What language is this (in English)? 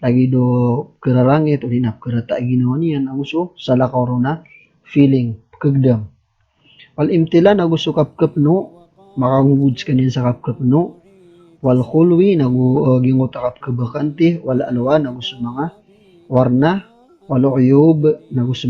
Maranao